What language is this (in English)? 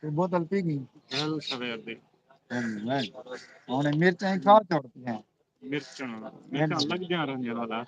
Saraiki